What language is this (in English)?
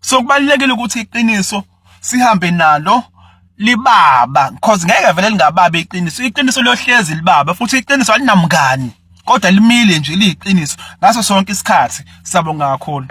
Zulu